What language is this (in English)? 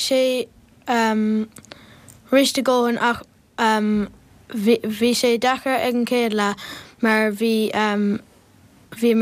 Irish